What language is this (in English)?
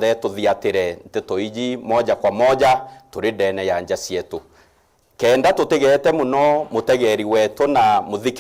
Meru